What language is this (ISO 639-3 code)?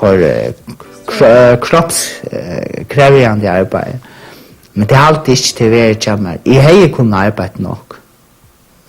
fao